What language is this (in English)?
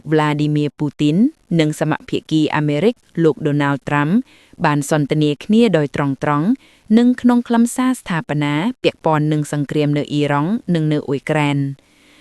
Khmer